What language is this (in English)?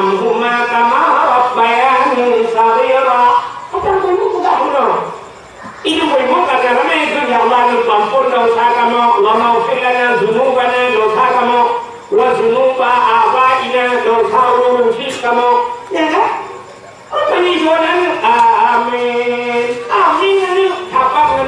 Achinese